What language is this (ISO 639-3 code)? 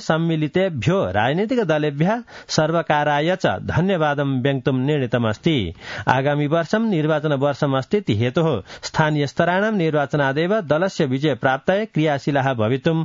san